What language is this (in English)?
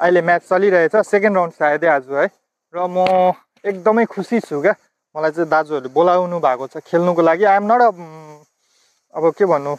Nepali